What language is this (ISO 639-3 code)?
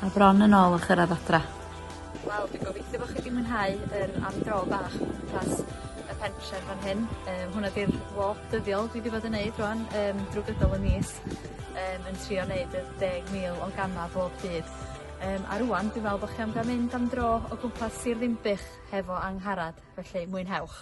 cym